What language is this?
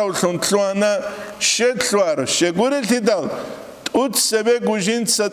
Avaric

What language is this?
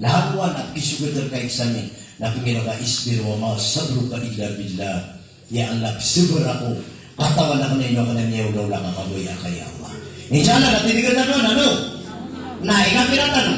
Maranao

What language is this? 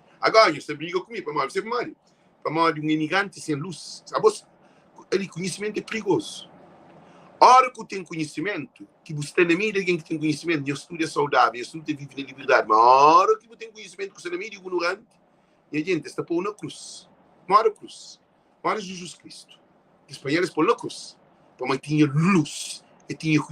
Kabuverdianu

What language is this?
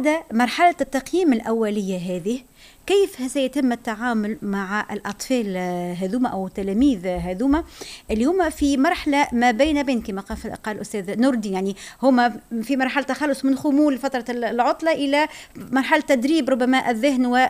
Tunisian Arabic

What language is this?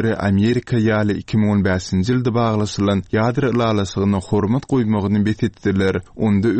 Turkmen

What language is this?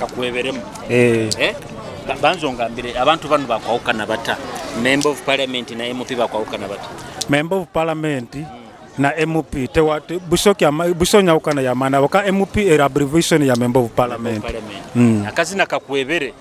Nyoro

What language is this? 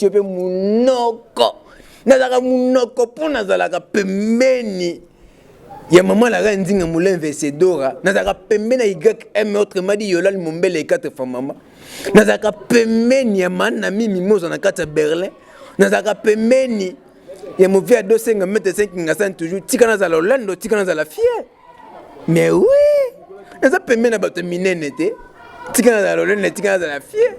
Lingala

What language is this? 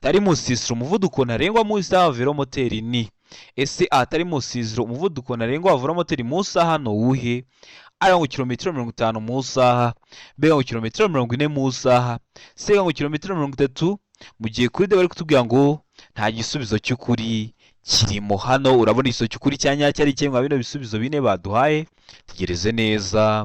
Kinyarwanda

